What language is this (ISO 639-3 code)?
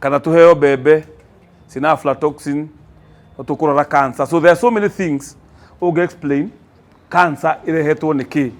kik